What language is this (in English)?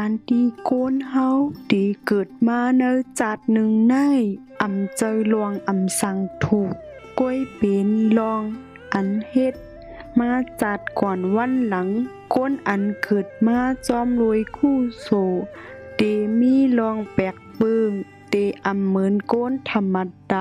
Shan